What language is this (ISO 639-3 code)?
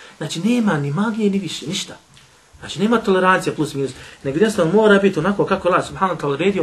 bos